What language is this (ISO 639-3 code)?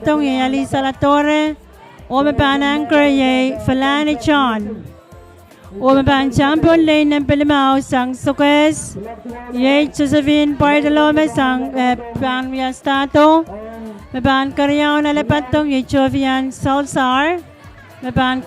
pon